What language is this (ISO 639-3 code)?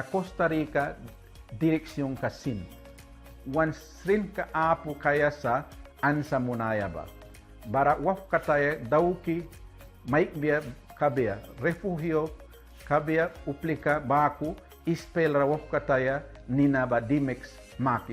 miq